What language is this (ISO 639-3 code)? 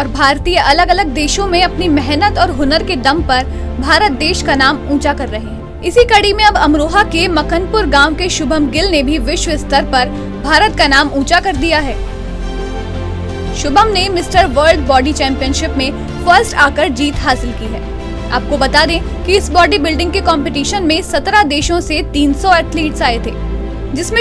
hin